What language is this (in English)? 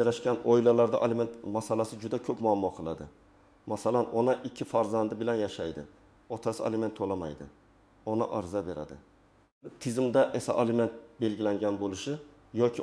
Uzbek